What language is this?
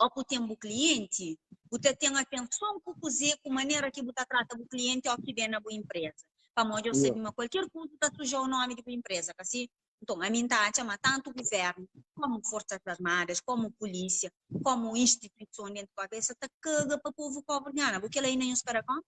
Kabuverdianu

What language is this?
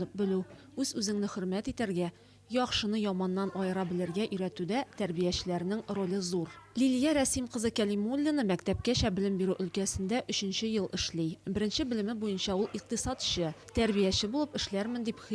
Tatar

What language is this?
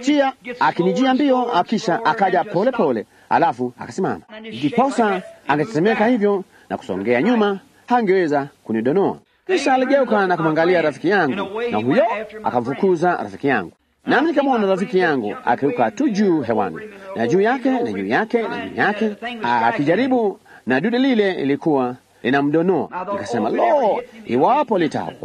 Swahili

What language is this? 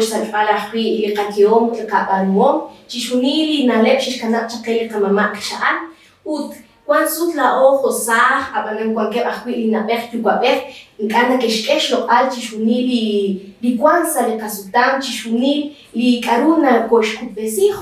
Kekchí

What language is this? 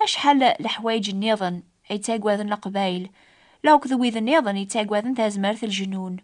Kabyle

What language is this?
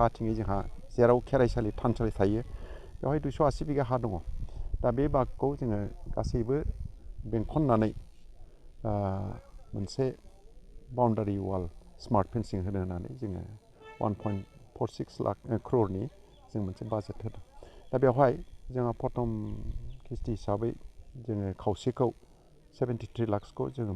Bodo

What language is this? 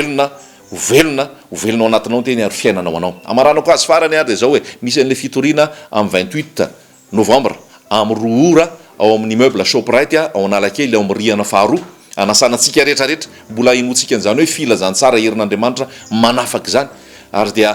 Malagasy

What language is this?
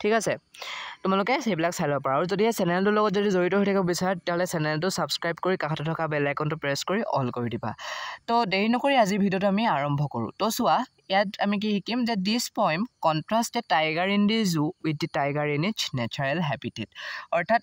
Assamese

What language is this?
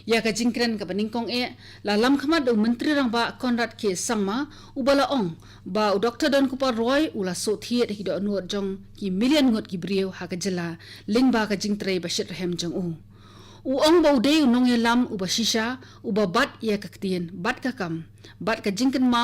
Khasi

